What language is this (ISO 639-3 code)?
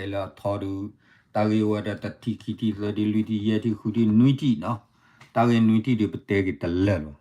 ksw